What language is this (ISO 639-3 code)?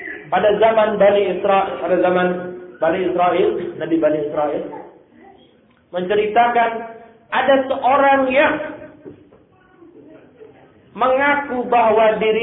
ind